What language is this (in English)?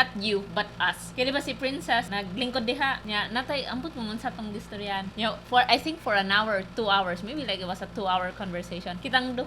Cebuano